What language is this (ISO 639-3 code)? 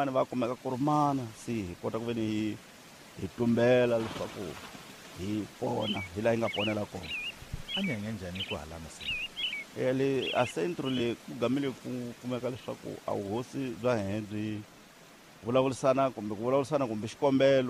tso